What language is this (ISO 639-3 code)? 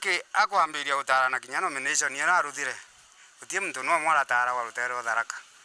mer